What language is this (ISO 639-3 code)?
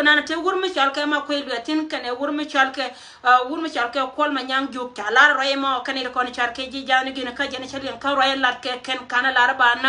nus